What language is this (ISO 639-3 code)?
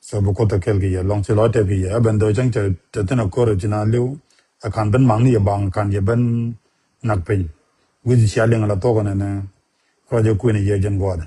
nus